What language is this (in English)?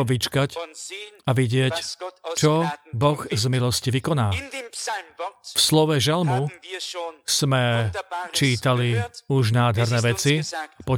Slovak